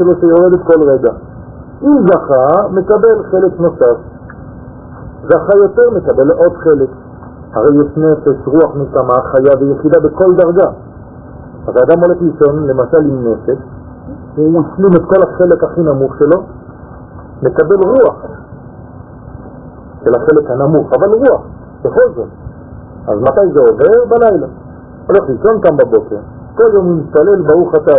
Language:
Hebrew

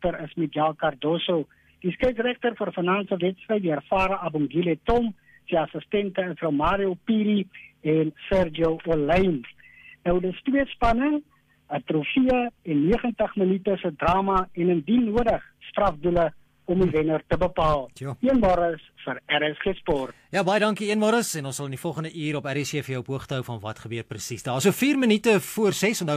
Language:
Afrikaans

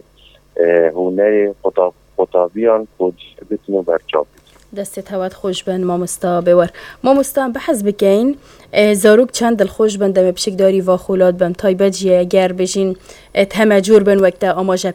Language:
Kurdish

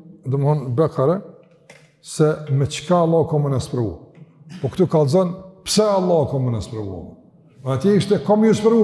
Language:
Albanian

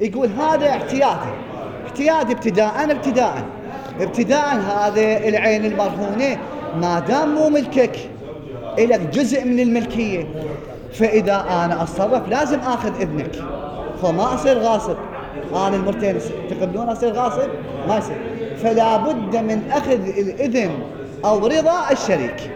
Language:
Mesopotamian Arabic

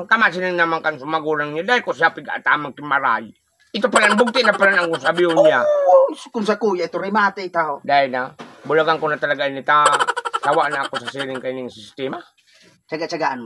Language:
Bikol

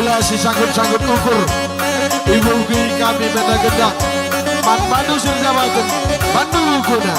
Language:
Batak Karo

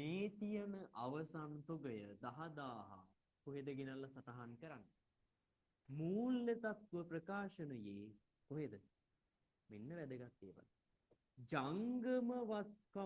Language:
Sinhala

